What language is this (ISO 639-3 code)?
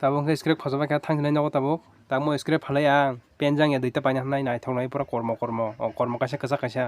trp